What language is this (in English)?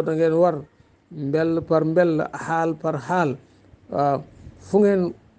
Wolof